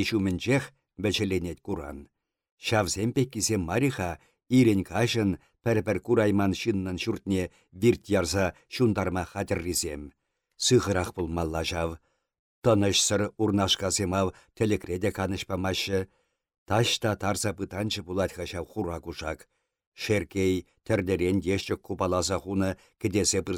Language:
Chuvash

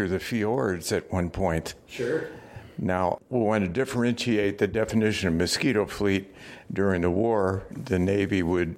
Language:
English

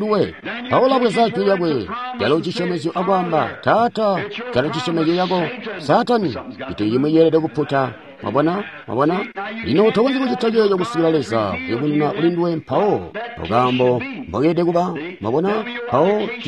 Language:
Tonga (Zambia)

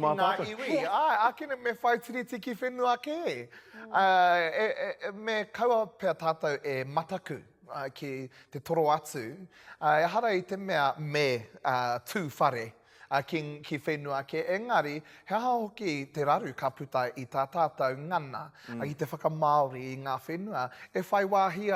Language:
Māori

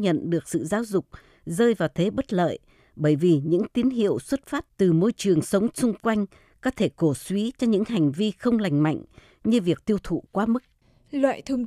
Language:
Vietnamese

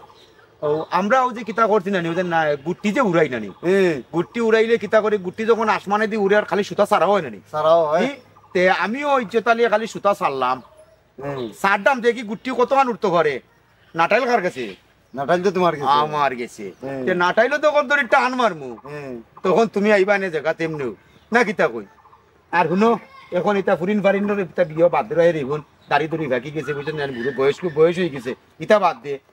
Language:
Sylheti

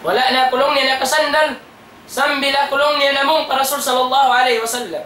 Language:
Tausug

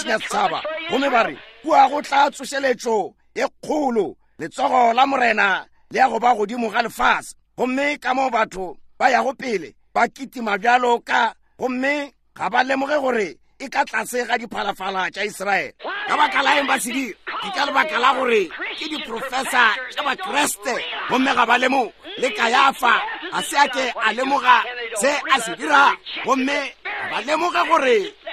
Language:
Northern Sotho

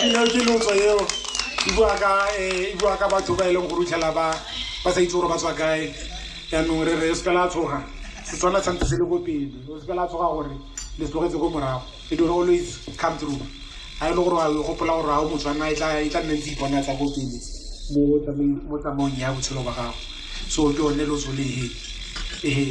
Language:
Tswana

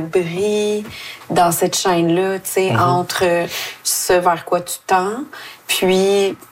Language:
French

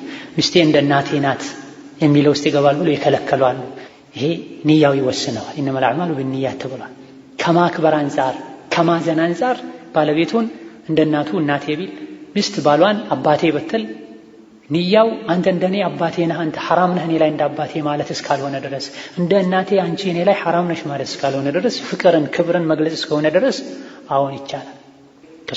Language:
Amharic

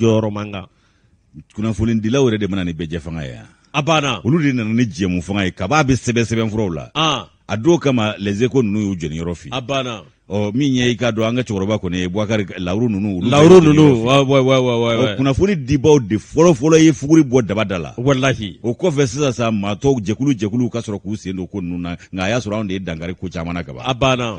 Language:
Bambara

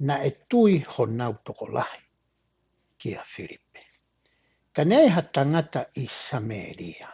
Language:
Tongan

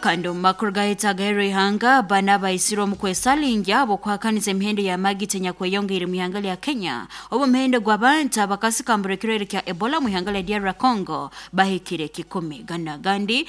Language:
Nyoro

